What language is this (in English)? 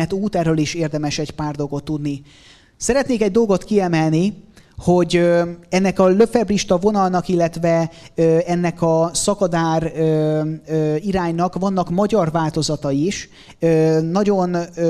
Hungarian